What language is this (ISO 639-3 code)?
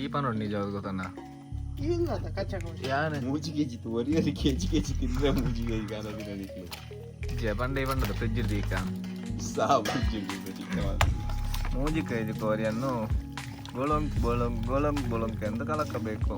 tcy